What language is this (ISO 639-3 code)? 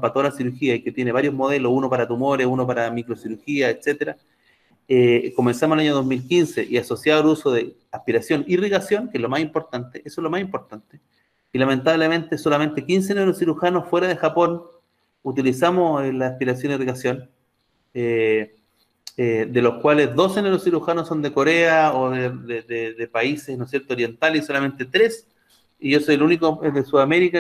spa